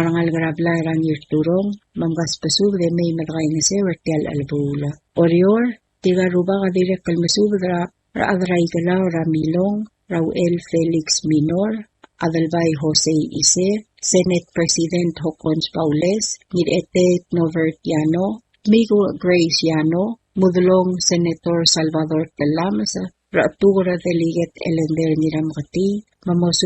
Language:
Palauan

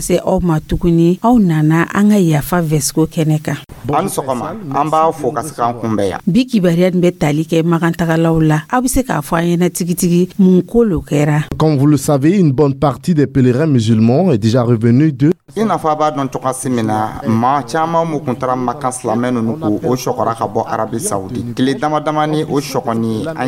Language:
Dyula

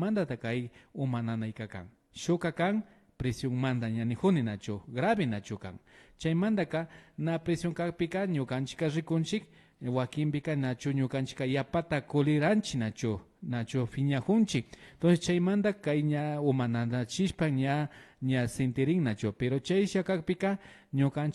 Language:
Imbabura Highland Quichua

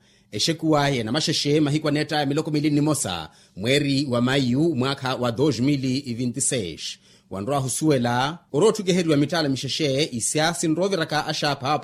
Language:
Makhuwa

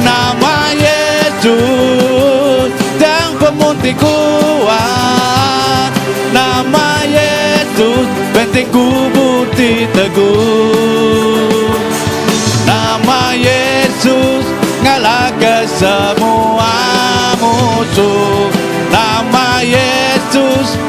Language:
Iban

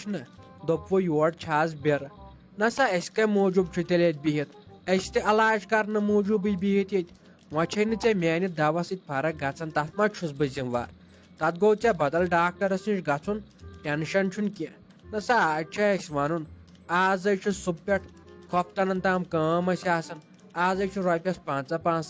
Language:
Kashmiri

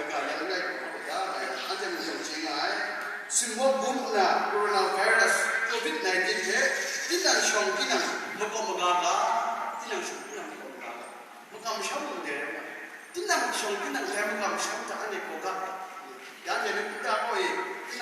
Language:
Kachin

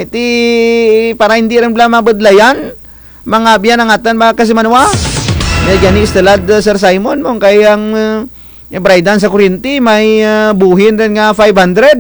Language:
Kinaray-a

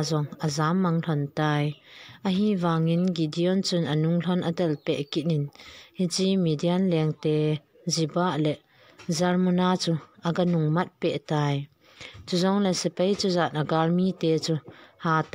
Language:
Thado Chin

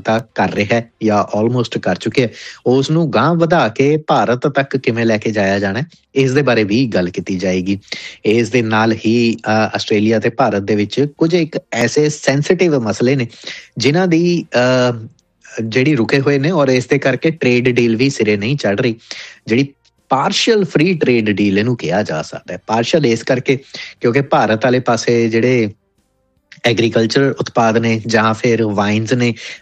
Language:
Punjabi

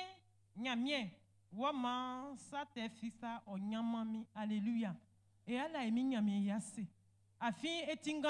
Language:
Baoulé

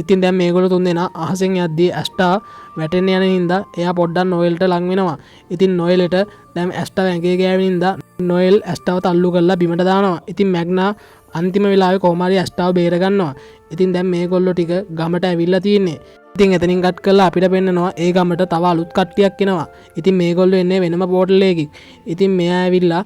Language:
Sinhala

